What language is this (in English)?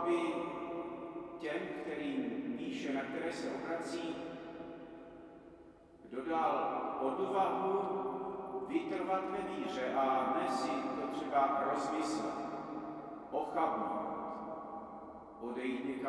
Czech